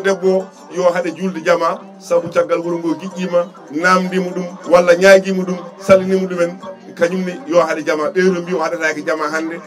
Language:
Fula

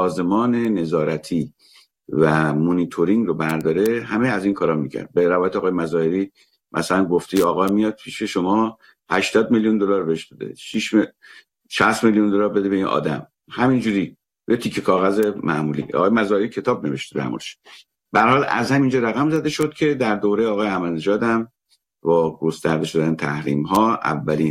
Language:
Persian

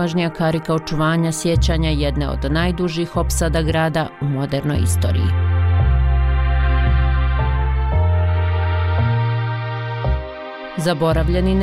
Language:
Bosnian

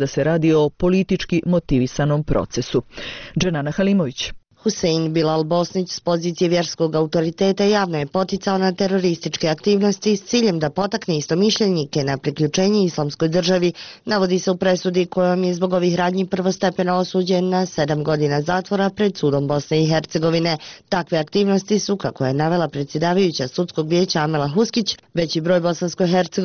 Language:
Bosnian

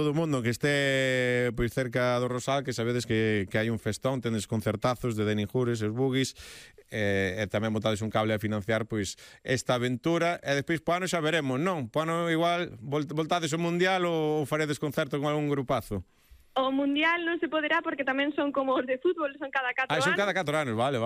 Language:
Galician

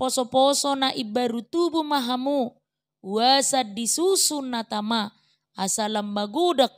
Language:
Batak Toba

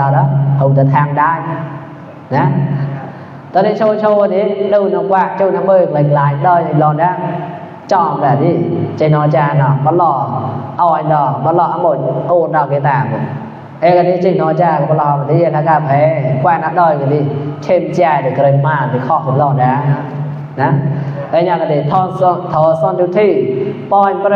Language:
Mon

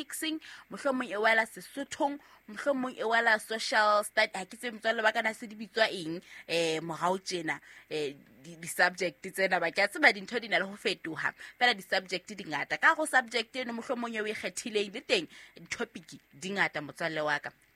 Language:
Southern Sotho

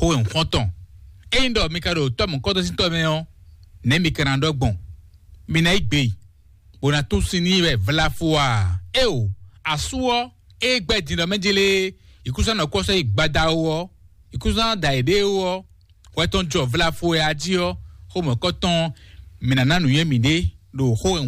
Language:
Fon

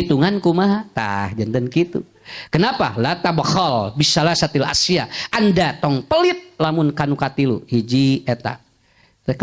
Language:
Sundanese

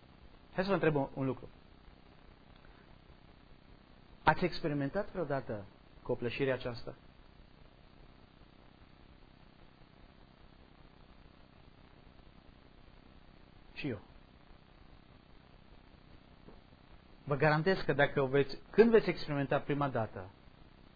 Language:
Romanian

